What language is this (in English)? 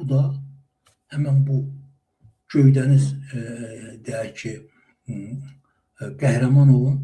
Azerbaijani